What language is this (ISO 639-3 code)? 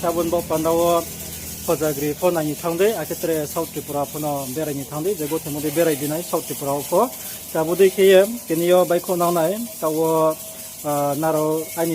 ria